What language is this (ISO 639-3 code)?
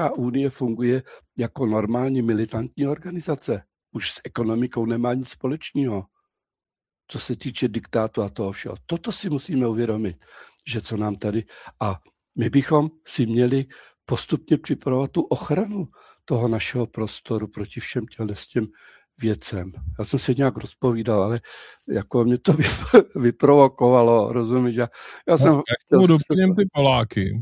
ces